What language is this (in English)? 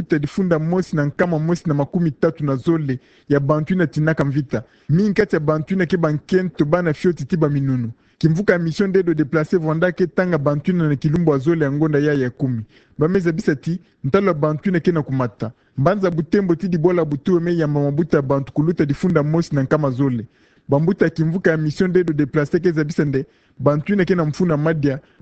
Kituba (Democratic Republic of Congo)